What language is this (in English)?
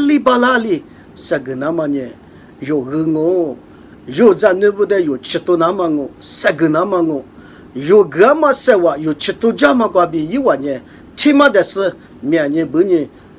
Lisu